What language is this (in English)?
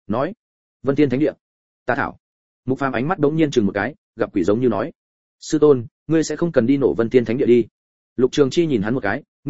Vietnamese